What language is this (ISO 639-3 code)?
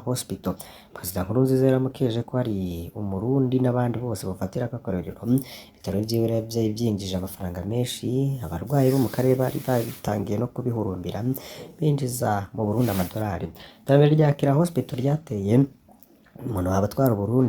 run